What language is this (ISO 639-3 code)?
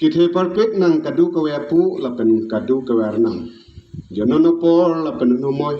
mjw